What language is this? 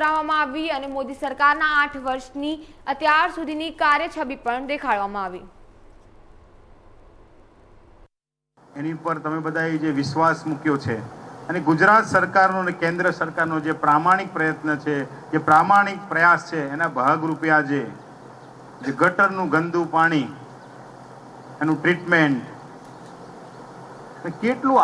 Gujarati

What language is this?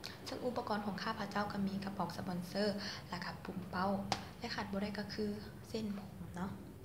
Lao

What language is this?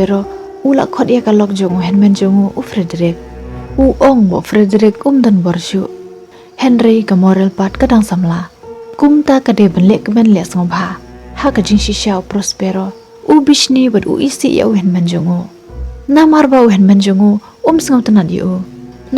Khasi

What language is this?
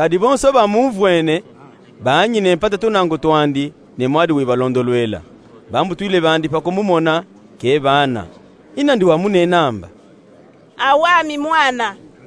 Luba-Katanga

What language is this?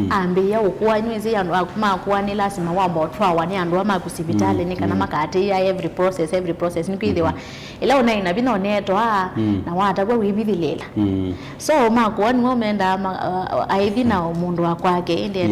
Kamba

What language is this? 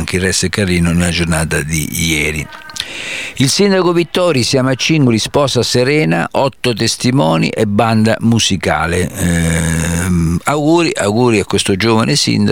Italian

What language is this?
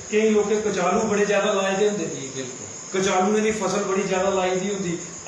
Dogri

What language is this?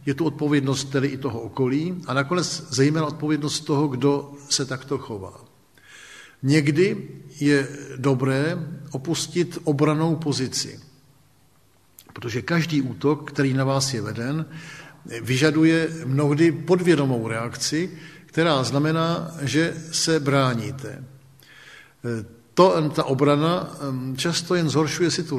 Czech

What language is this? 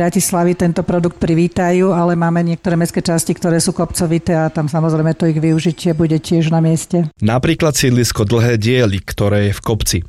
Slovak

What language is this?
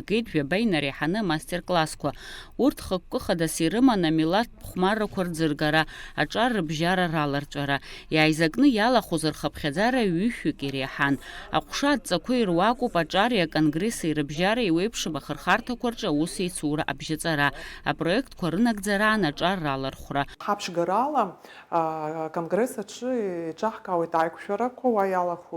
Abkhazian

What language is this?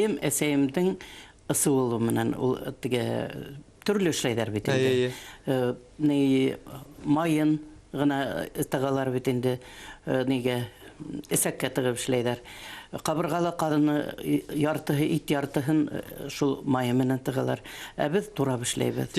Bashkir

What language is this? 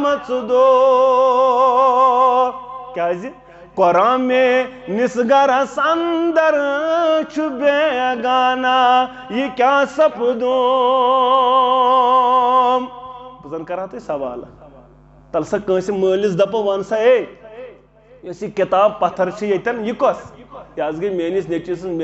Kashmiri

